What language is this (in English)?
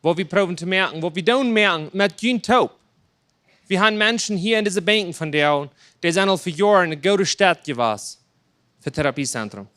Plautdietsch